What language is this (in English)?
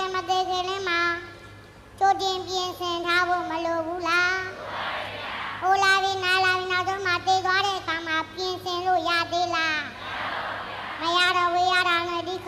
Burmese